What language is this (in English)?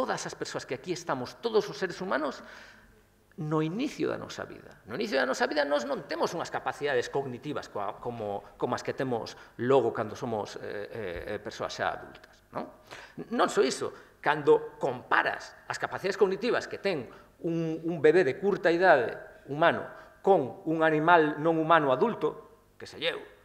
Galician